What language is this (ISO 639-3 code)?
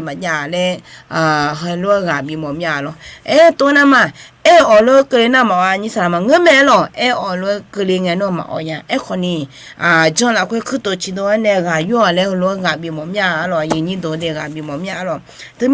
ahk